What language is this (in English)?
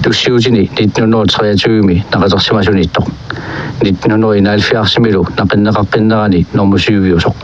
Kalaallisut